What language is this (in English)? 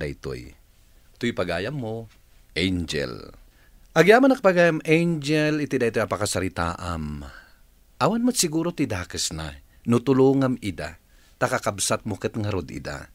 Iloko